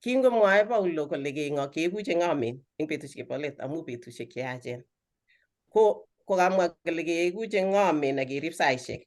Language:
Kalenjin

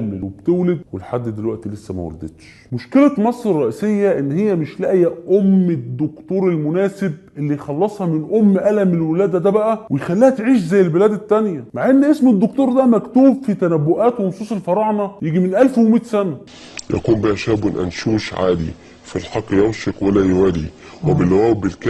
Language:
Egyptian Arabic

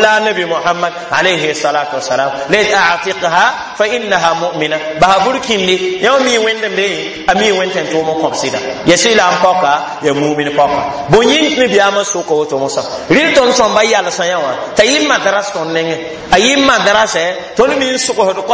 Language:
Mossi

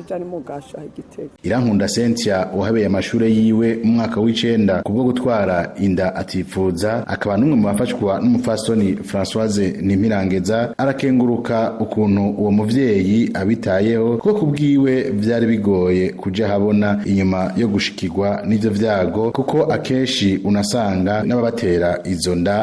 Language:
Rundi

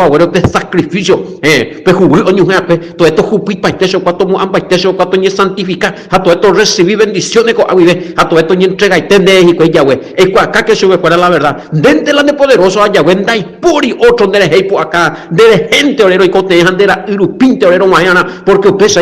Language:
Guarani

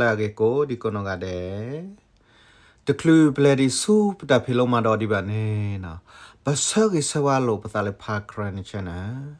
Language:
S'gaw Karen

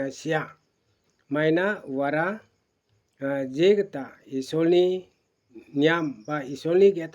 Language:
Garo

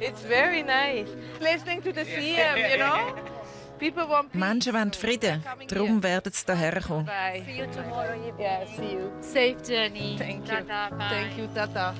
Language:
Swiss German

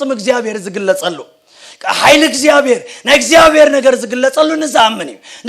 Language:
Tigrinya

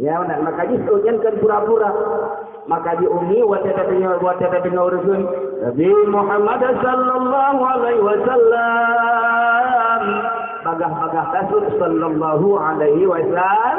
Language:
Achinese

